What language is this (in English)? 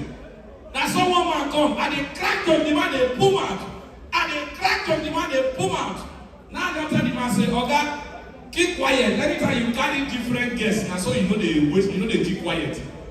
Nigerian Pidgin